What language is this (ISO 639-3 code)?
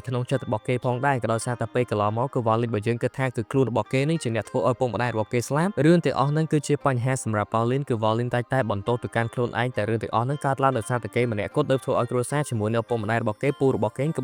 khm